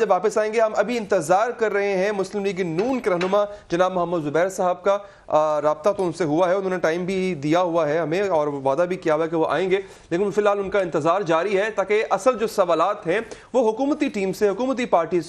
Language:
Urdu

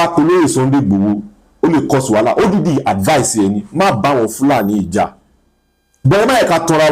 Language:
Yoruba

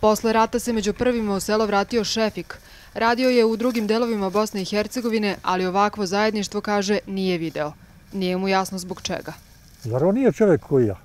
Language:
Croatian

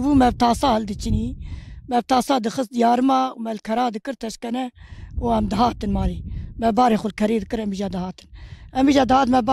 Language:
Kurdish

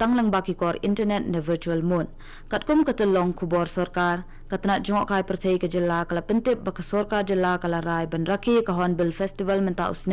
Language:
Khasi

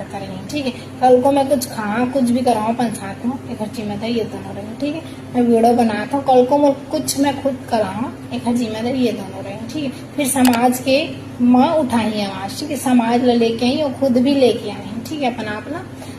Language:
Chhattisgarhi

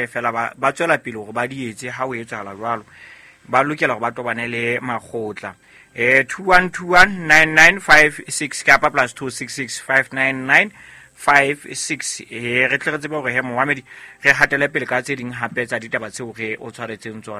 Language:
Southern Sotho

